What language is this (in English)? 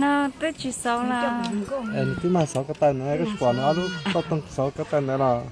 Hmong